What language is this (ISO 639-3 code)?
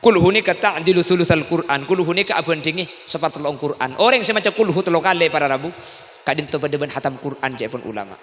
mad